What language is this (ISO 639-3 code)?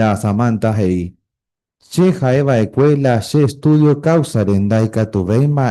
grn